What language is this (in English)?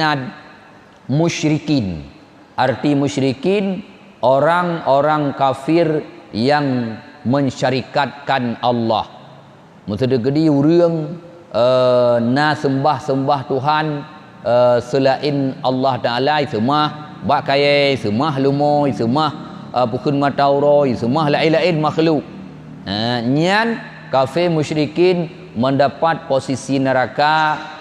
Achinese